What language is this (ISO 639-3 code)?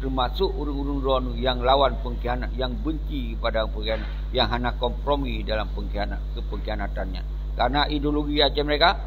ace